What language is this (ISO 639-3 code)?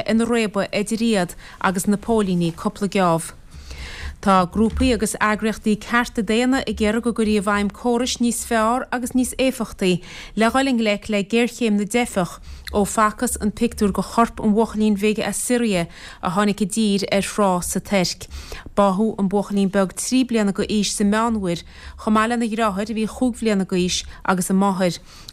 gle